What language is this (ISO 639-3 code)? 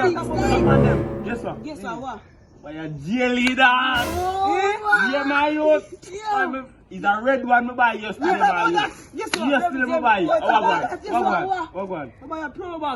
jam